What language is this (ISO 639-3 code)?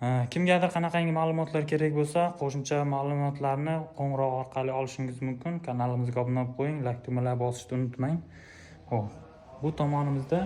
uzb